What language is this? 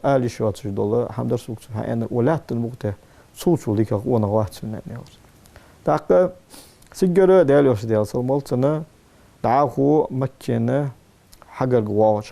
Ingush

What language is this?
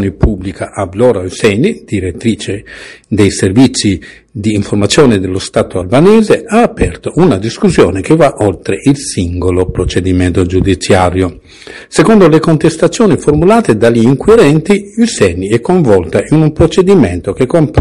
Italian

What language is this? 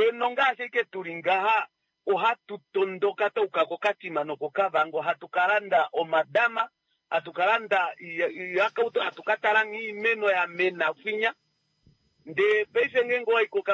Kuanyama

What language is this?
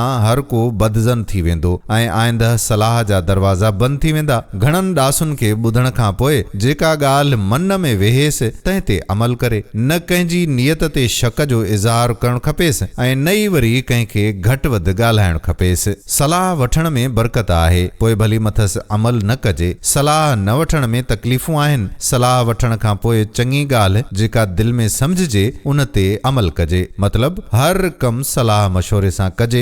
Sindhi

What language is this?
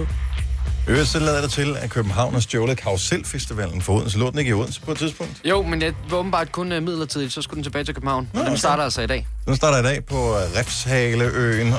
Danish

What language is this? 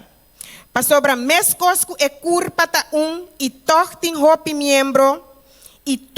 Papiamento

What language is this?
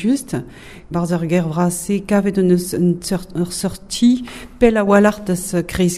Breton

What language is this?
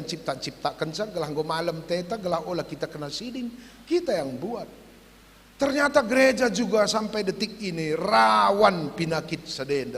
Batak Karo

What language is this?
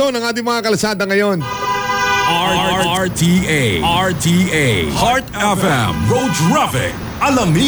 Filipino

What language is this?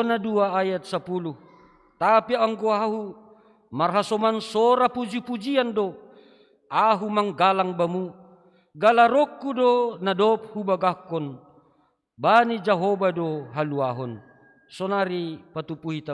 Batak Simalungun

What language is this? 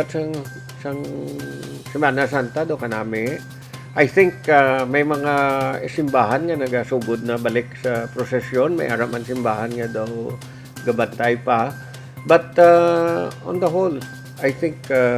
Hiligaynon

